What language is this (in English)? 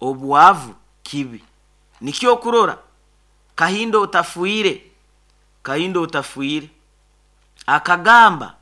Nyoro